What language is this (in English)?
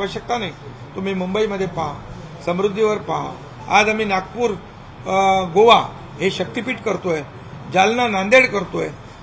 Marathi